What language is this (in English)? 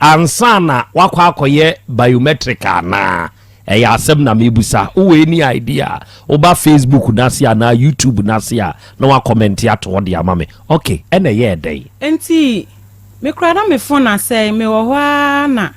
Akan